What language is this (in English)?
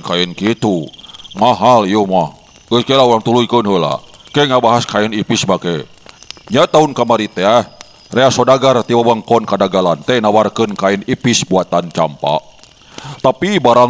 Sundanese